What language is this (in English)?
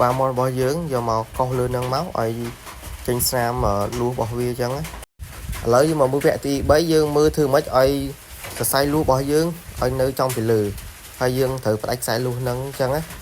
Khmer